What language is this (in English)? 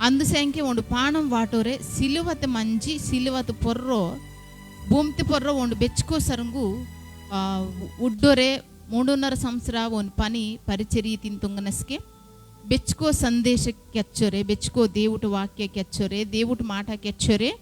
Koya